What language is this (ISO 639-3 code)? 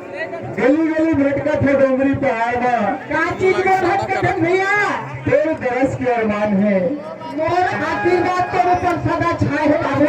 hne